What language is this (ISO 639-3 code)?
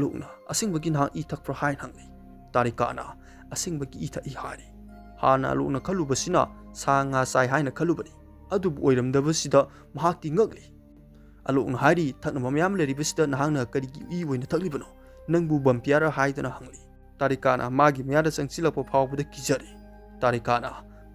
mni